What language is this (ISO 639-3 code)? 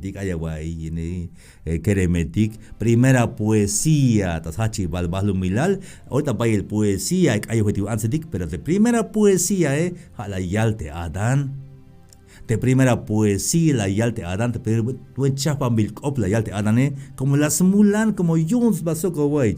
tzh